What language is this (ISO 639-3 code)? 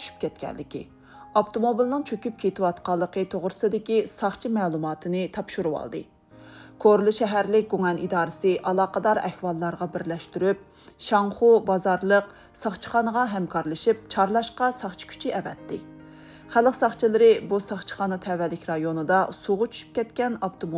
uig